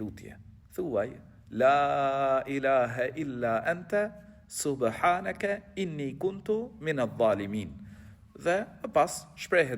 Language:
Albanian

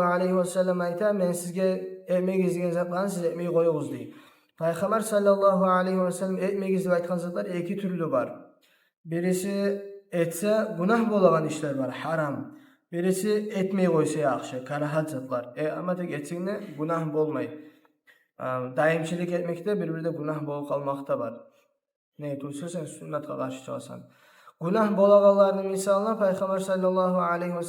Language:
Kumyk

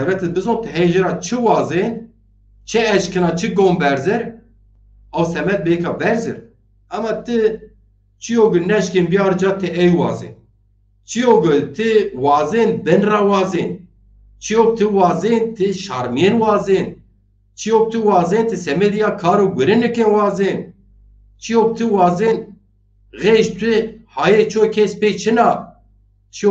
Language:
Zaza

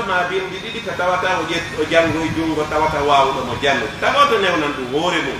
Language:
Fula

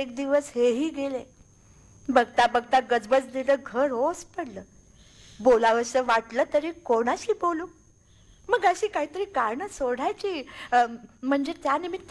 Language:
Marathi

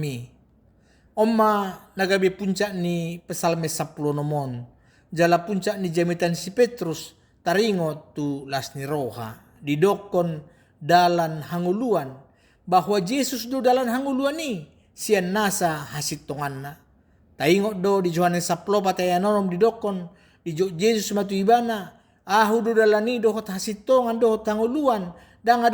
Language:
Batak Toba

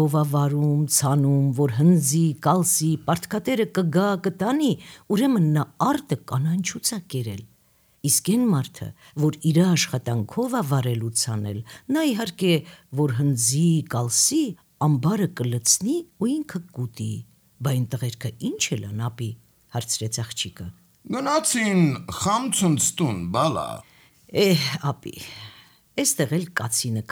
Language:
Armenian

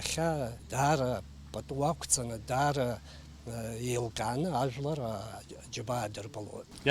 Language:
Abkhazian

